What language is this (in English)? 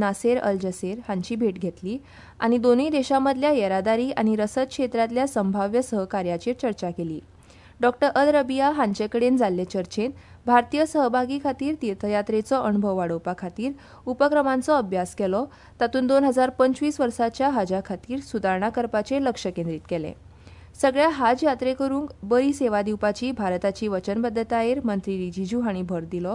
Konkani